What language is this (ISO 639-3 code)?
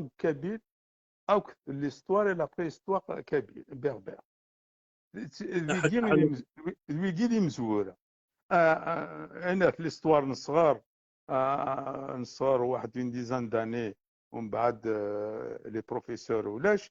kab